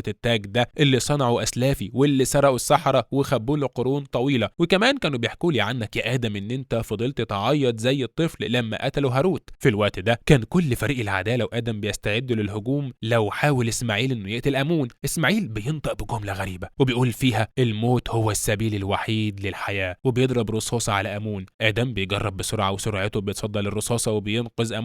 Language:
Egyptian Arabic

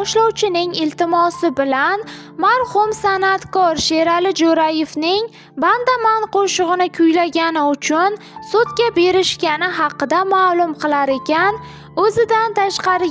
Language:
Uzbek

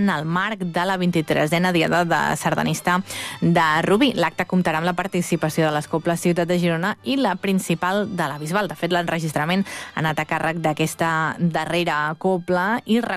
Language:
Catalan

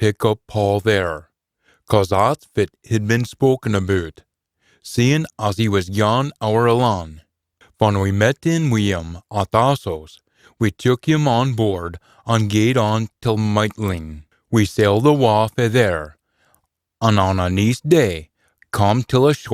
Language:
Scots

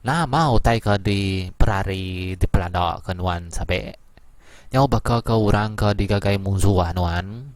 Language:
Iban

